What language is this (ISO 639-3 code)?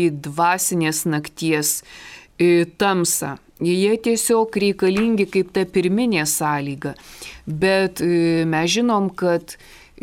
lit